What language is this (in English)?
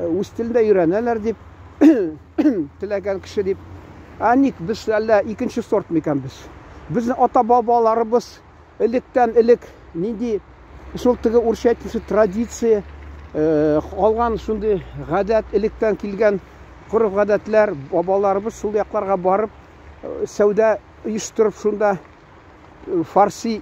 Tatar